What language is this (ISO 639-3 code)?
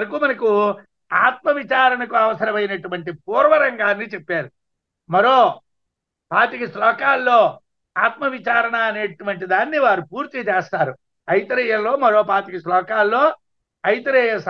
tel